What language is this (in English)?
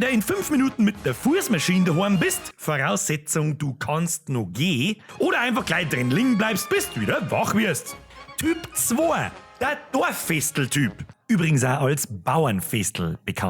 Bavarian